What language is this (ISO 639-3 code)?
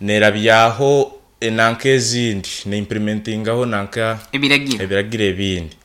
nyn